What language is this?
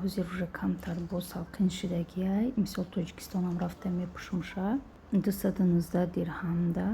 Tajik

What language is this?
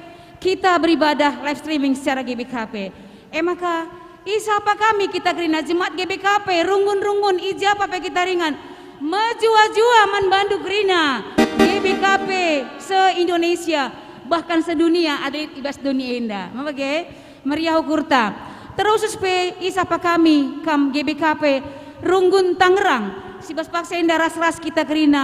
Batak Karo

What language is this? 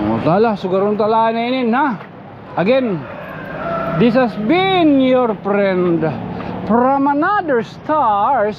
Waray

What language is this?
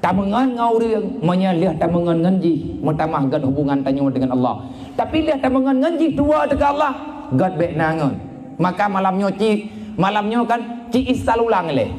Achinese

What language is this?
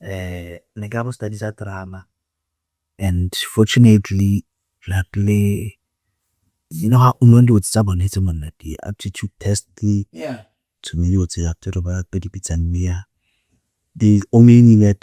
Tswana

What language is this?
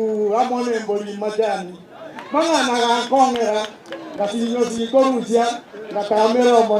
Gusii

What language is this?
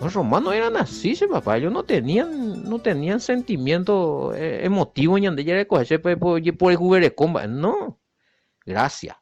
Guarani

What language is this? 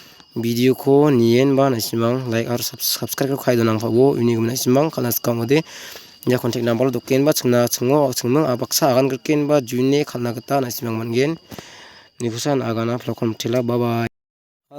Garo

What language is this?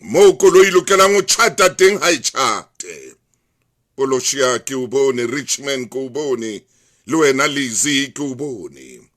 Southern Sotho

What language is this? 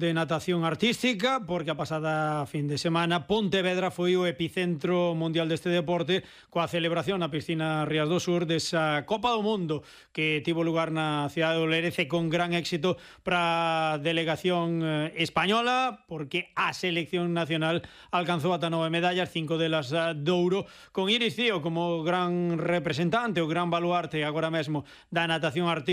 Galician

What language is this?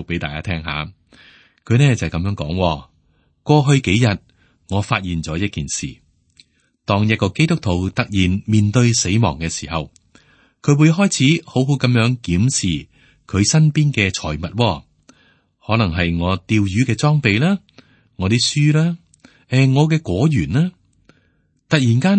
Cantonese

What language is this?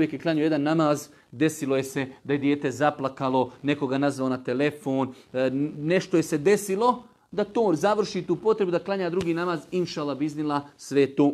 Bosnian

